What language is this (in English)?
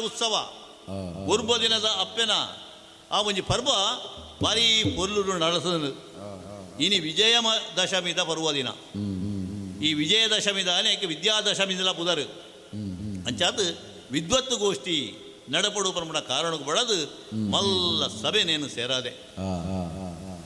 Tulu